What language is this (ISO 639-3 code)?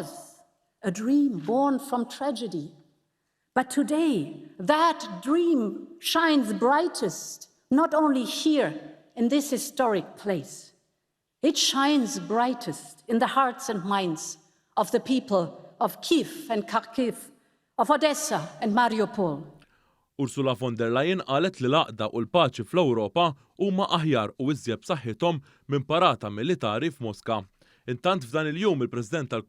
mlt